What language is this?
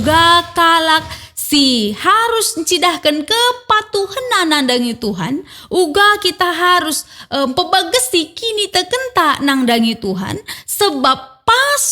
Batak Karo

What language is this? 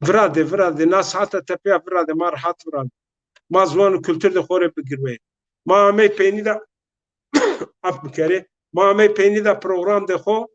Zaza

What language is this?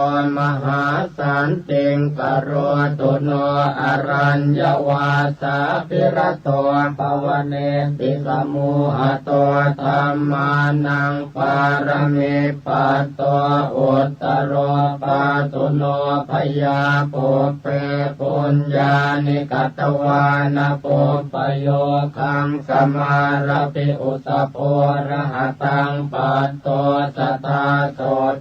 Pali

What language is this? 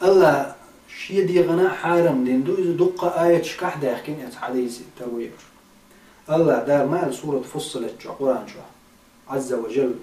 Chechen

